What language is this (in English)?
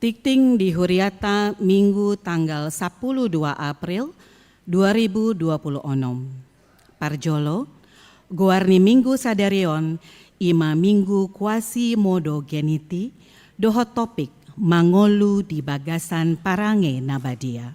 Batak Toba